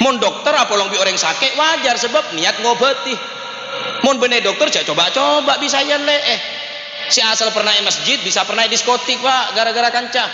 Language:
Madurese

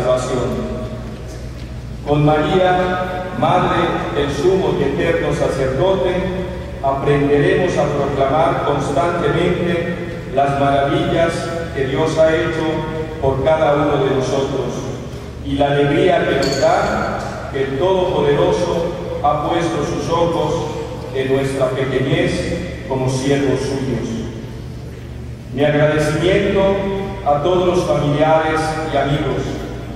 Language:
Spanish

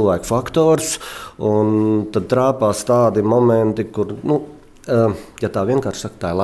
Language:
Latvian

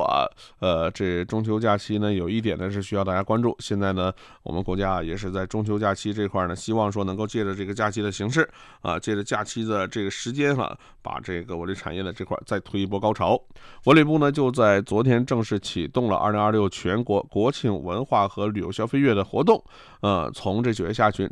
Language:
Chinese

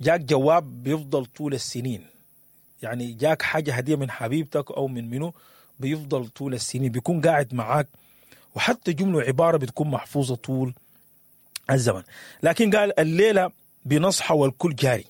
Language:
Sudanese Arabic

